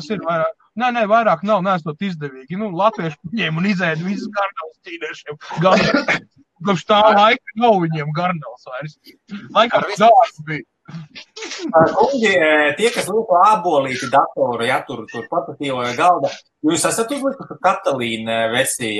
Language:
Latvian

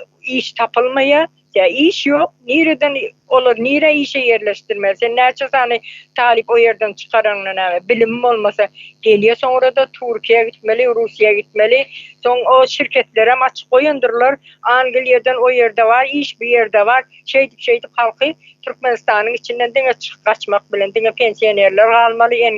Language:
Turkmen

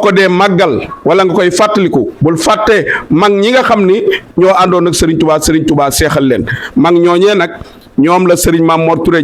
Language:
Wolof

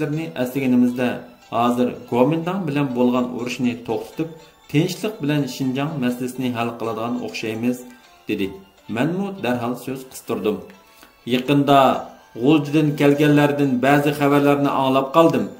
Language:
Uyghur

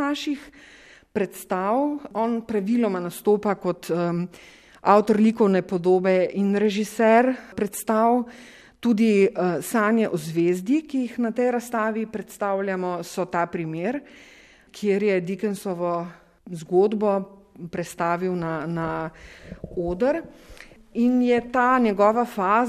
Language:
Slovenian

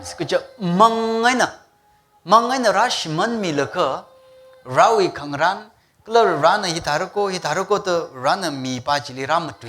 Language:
Tangkhul Naga (India)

